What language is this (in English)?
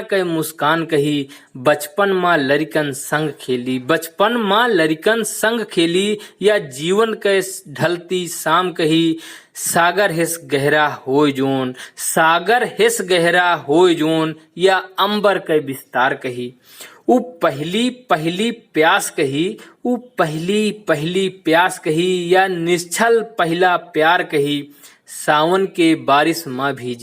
Awadhi